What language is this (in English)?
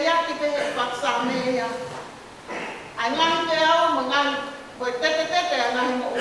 Tongan